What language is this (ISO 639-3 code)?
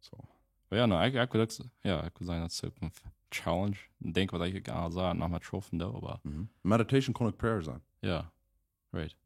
pdt